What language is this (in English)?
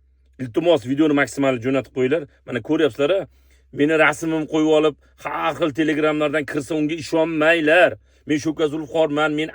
Uzbek